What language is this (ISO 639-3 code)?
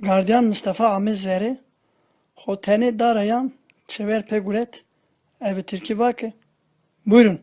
zza